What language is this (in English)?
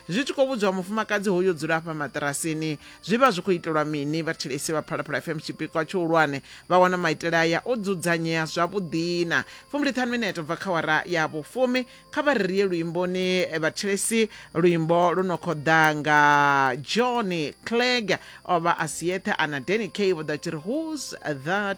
Venda